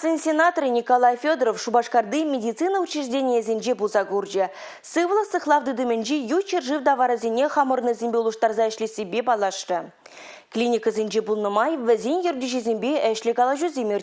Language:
Chuvash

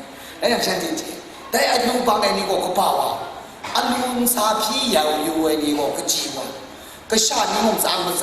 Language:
Kachin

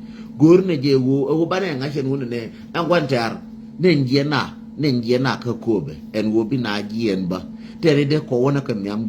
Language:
Nuer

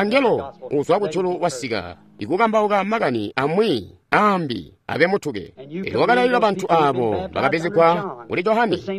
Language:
Tonga (Zambia)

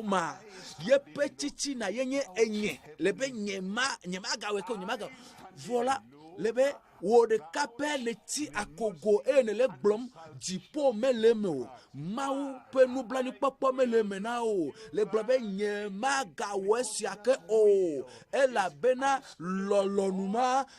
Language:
Ewe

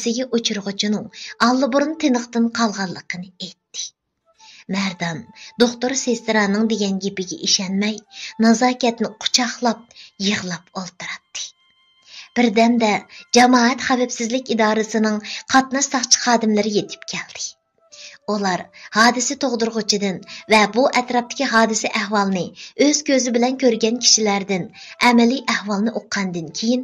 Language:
Uyghur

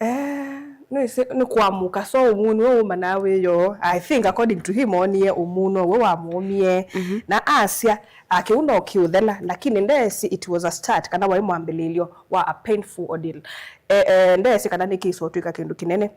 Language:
Kamba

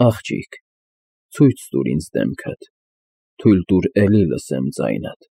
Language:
Armenian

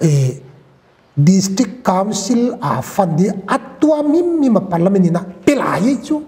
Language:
Paite Chin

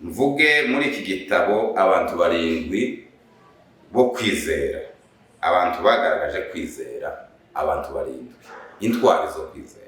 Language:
Kinyarwanda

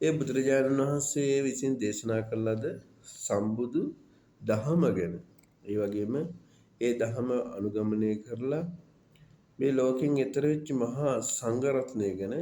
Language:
Sinhala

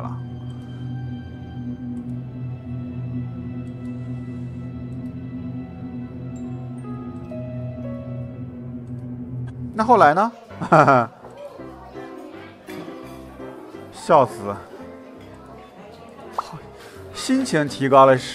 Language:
Chinese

